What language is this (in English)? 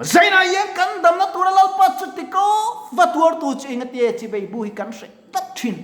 Mizo